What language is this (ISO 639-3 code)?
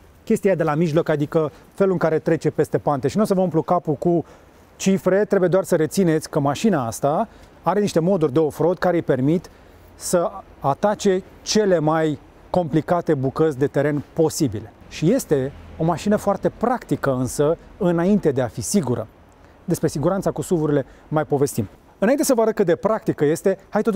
ron